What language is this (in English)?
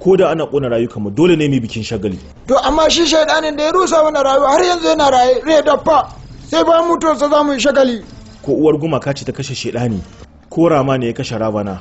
Hausa